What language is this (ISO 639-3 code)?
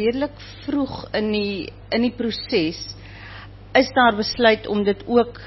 afr